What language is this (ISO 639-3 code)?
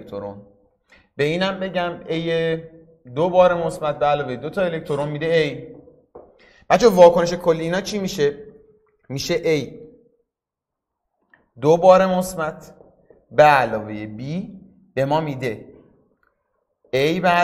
fas